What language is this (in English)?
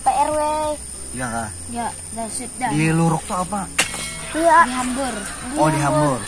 Banjar